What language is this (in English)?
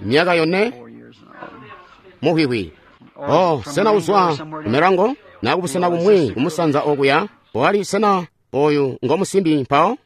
Tonga (Zambia)